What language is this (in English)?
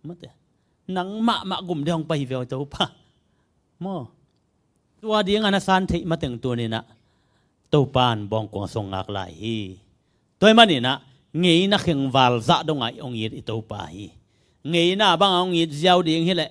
Tedim Chin